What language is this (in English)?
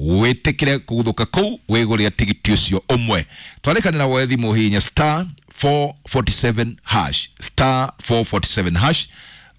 Kikuyu